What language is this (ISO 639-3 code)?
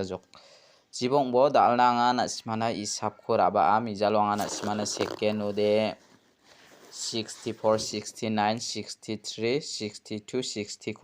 grt